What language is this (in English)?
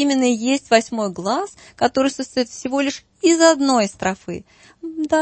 Russian